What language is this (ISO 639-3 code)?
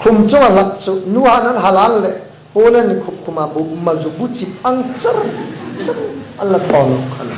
hmr